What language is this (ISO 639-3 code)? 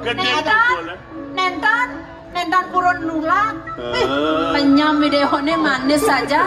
ban